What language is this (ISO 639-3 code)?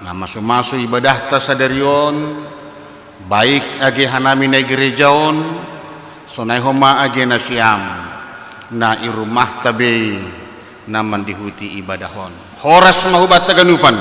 bts